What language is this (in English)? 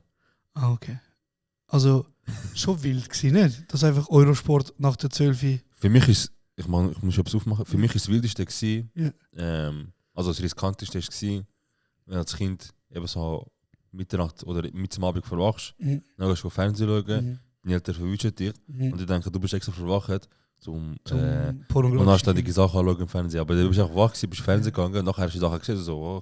Swiss German